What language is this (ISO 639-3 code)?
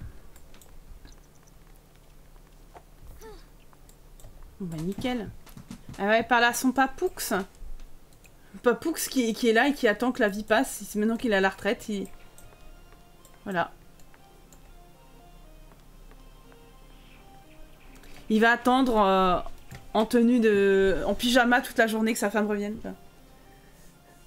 fra